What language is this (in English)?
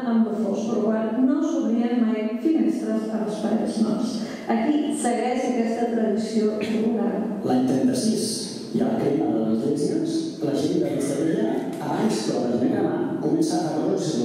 Catalan